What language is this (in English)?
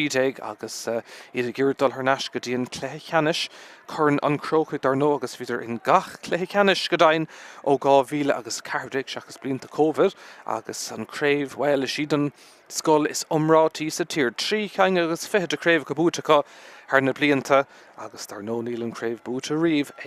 Irish